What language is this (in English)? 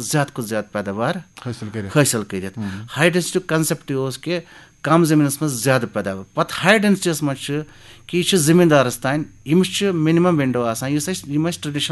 Kashmiri